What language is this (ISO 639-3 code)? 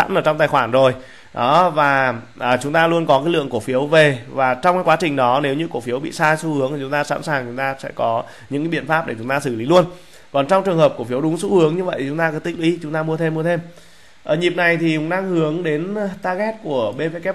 vie